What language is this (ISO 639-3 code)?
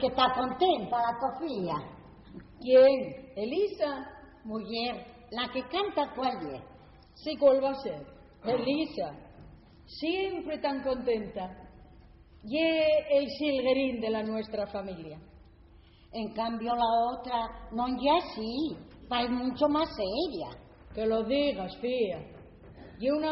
ast